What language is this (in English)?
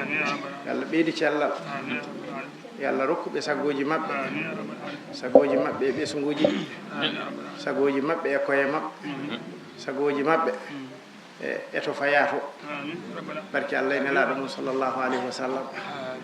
Fula